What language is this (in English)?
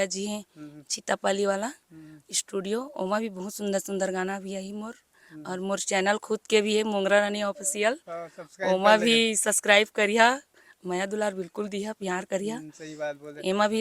Chhattisgarhi